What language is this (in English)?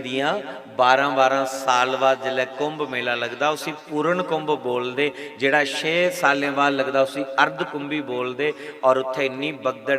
Dogri